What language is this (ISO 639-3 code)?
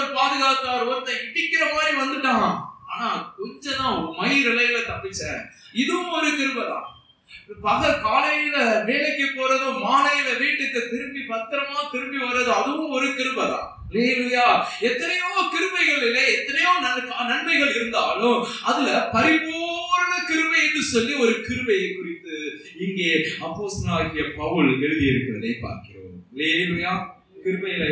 tam